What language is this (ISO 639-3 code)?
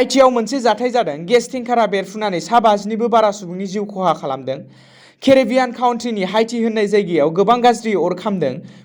brx